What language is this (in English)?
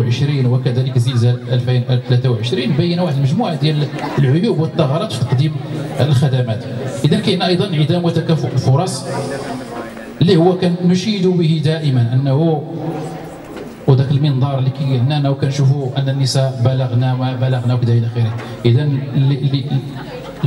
Moroccan Arabic